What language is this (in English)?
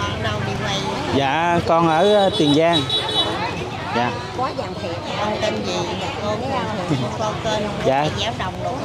Vietnamese